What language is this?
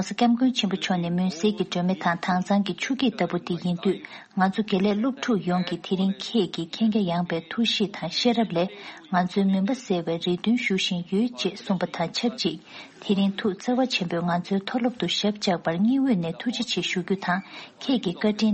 Tibetan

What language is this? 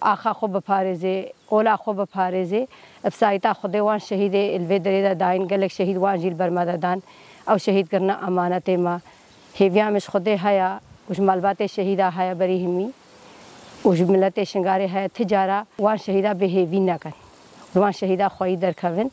Kurdish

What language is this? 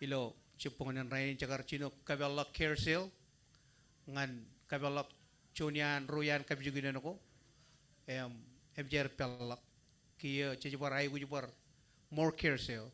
Marshallese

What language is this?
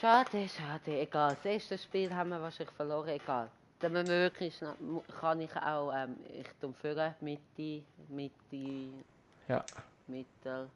Swiss German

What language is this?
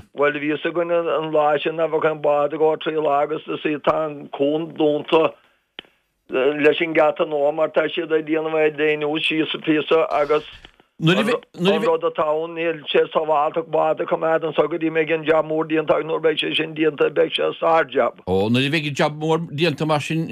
Irish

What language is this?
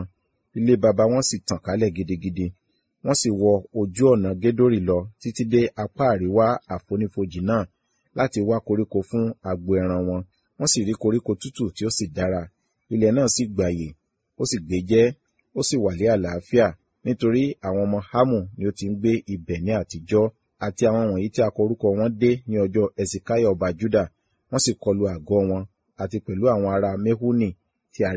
Yoruba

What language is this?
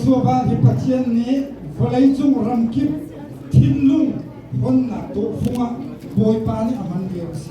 Hakha Chin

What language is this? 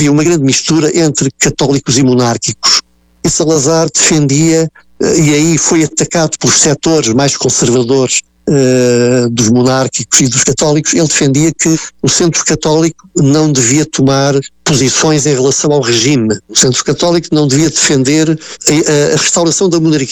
Portuguese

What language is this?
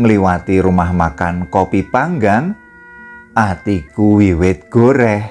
Javanese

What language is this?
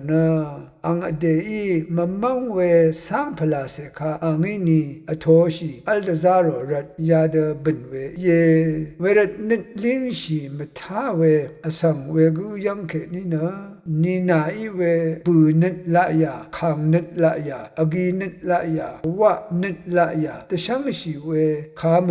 Rawang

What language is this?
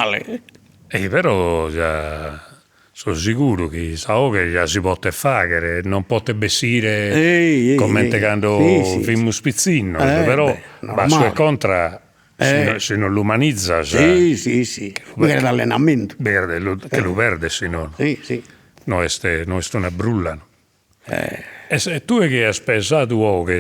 Sardinian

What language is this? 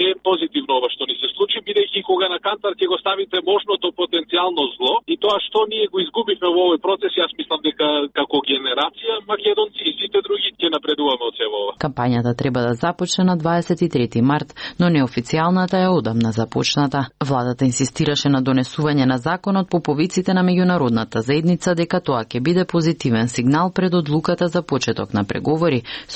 Macedonian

